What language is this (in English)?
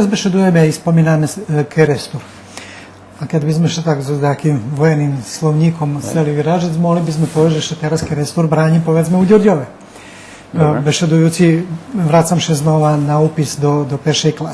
Rusyn